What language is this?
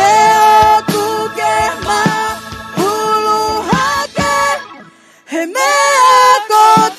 Tongan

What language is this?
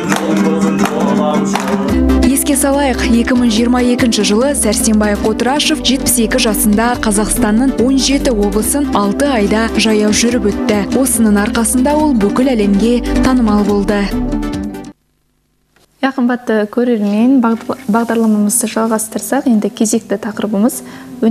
Kazakh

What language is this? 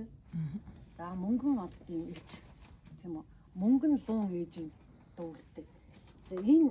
Mongolian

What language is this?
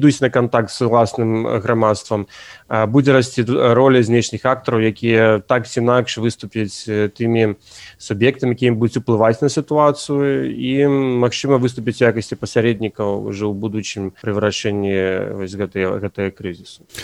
Belarusian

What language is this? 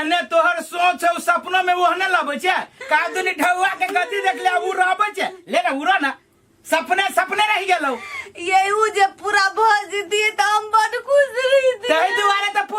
Maithili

